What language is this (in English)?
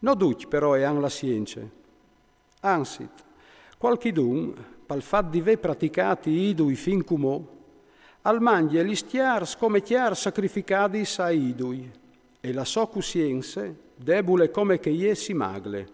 Friulian